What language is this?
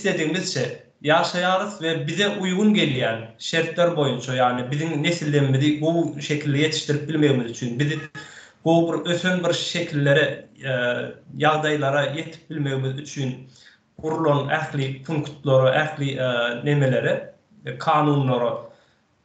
Turkmen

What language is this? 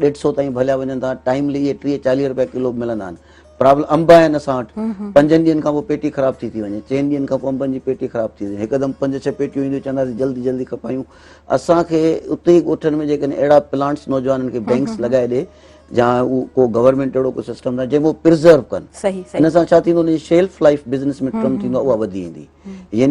Sindhi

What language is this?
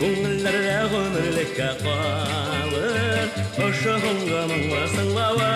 Bashkir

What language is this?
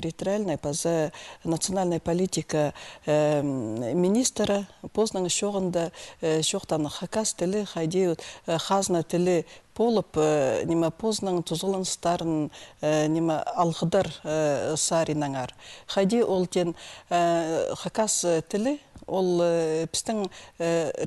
Khakas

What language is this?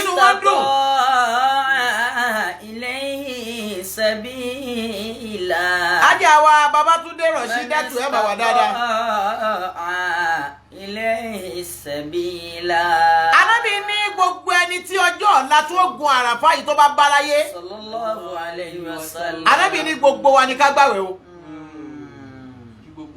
Yoruba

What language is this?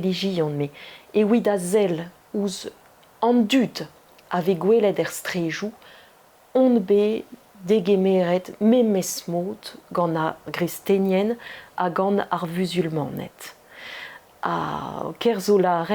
Breton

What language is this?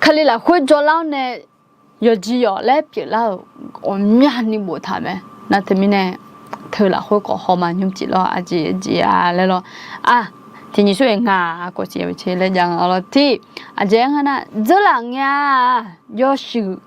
Akha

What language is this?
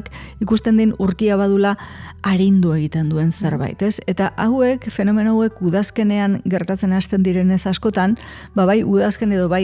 Basque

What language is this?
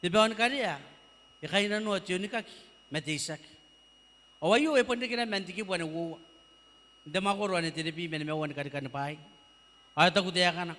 Gilbertese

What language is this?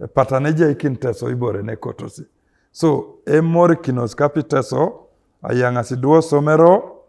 Teso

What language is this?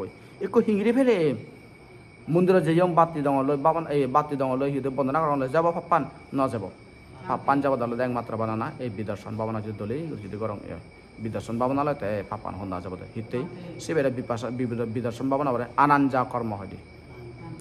Chakma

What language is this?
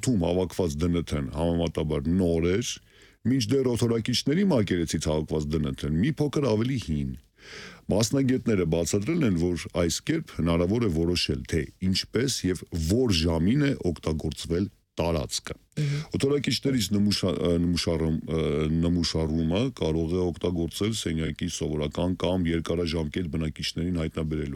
Armenian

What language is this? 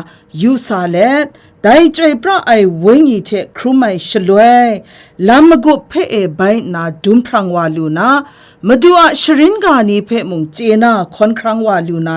Kachin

